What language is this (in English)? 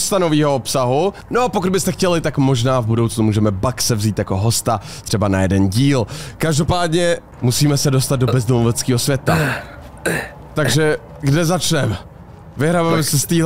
Czech